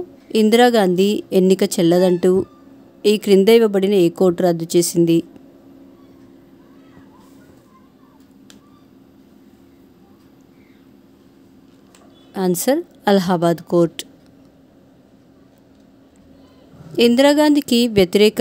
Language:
Telugu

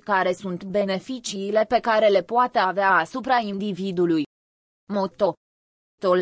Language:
Romanian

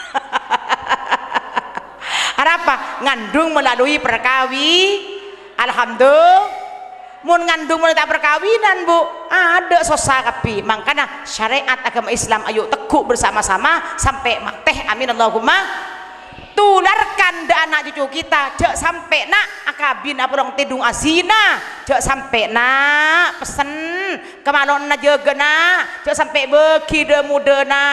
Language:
Madurese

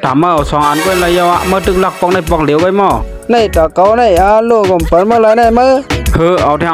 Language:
Shan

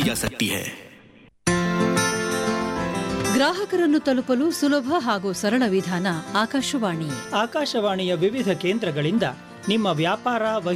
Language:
Kannada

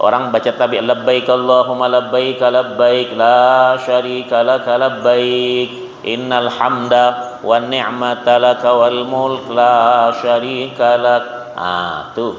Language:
Banjar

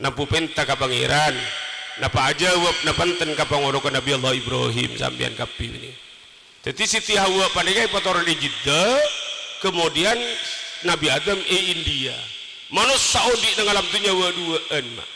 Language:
Madurese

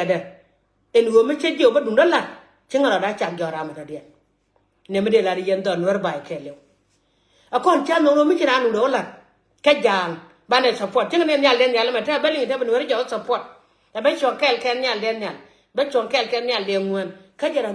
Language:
Nuer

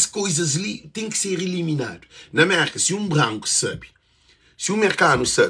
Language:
Kabuverdianu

